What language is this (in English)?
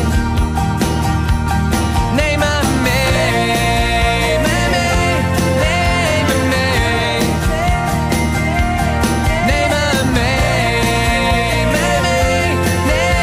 Dutch